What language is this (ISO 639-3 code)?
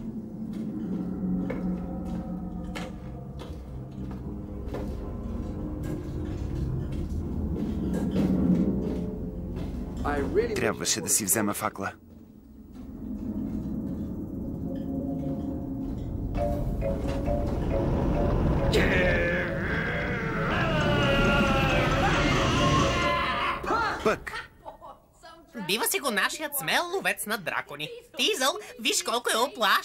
bul